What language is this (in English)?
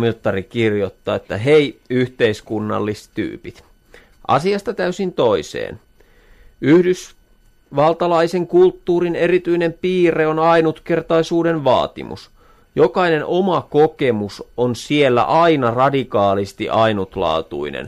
Finnish